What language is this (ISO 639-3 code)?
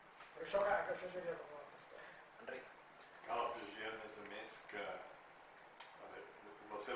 cat